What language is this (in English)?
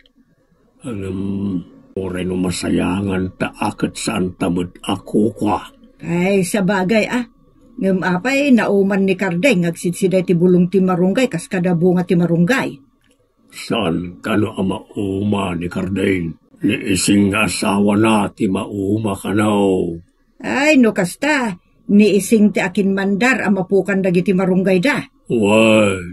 Iloko